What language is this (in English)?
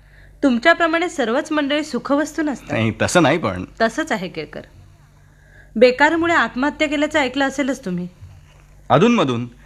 Marathi